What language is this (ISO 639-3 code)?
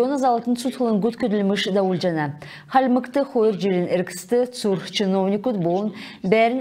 xal